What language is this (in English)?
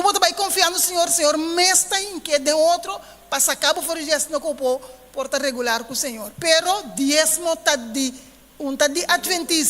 Papiamento